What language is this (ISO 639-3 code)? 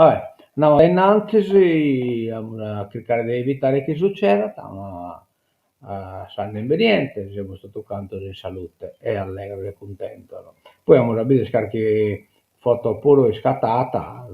srd